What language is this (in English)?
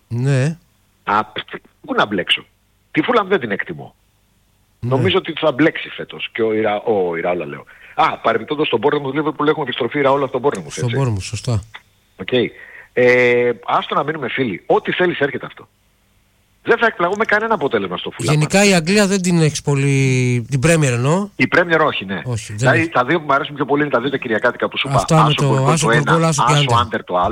Greek